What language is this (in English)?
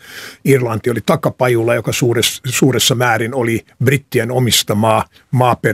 Finnish